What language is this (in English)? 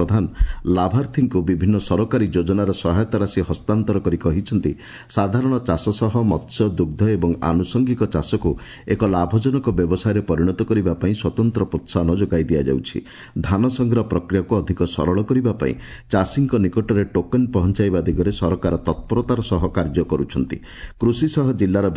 Odia